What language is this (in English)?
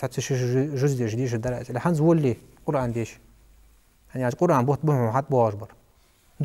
Ingush